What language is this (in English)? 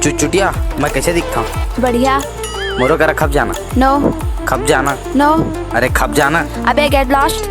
Chhattisgarhi